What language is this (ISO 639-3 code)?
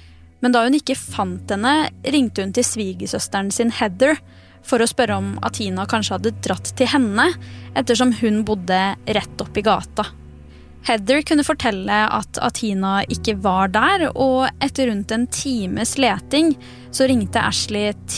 nor